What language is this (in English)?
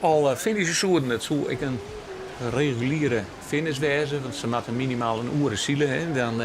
Western Frisian